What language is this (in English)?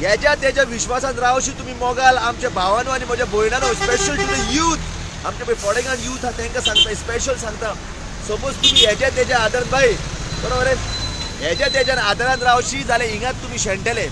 Konkani